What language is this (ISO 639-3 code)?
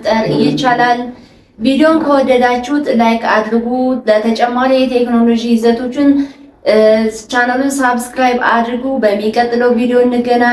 amh